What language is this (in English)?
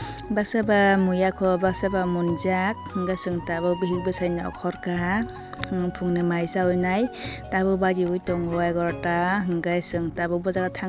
Kok Borok